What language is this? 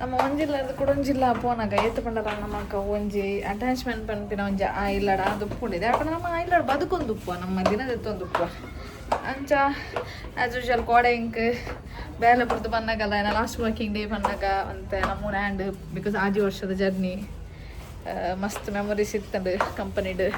Tulu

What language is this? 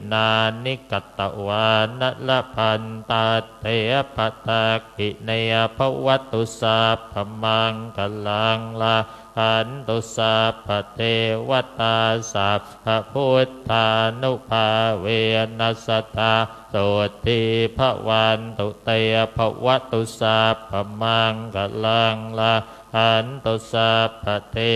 Pali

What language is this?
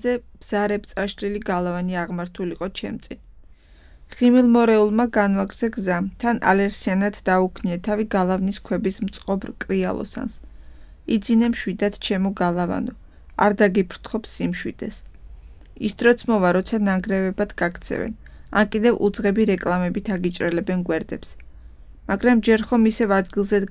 Georgian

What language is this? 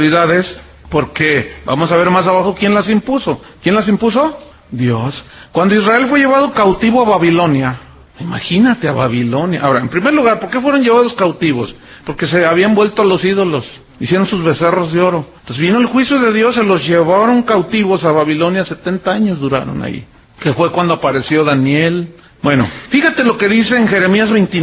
Spanish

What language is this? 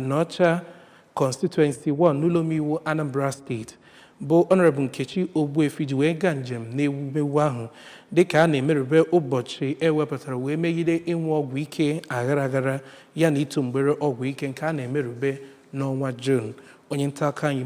Igbo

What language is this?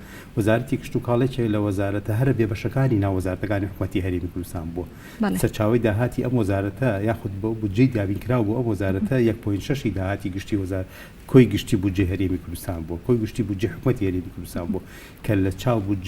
Central Kurdish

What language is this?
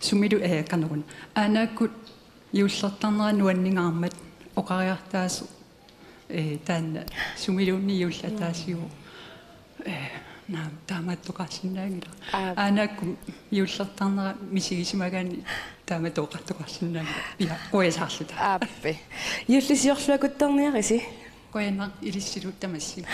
Kalaallisut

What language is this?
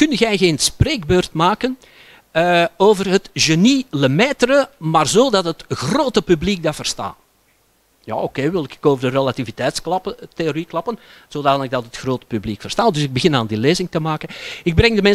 Dutch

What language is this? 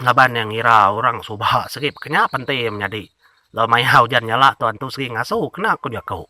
Iban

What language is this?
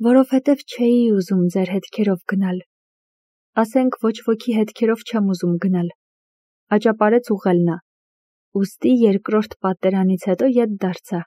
Armenian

